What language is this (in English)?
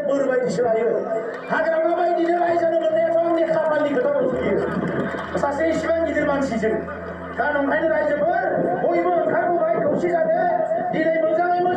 Bodo